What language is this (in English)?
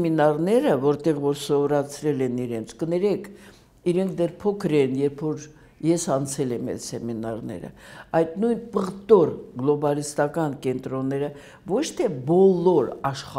Armenian